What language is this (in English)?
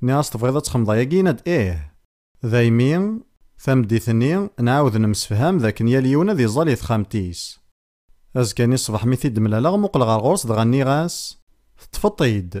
Kabyle